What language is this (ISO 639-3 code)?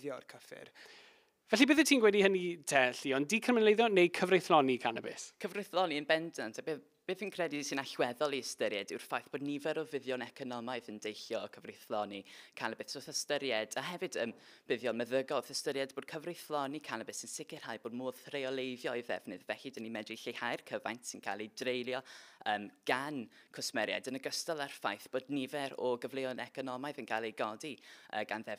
cym